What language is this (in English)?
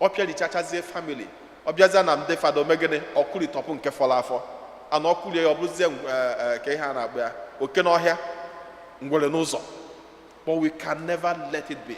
Igbo